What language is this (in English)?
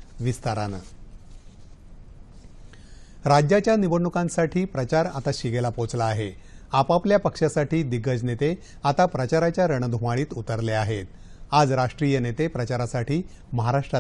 Marathi